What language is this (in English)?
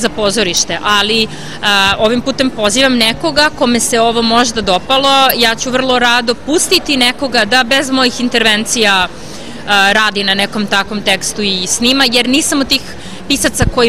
Serbian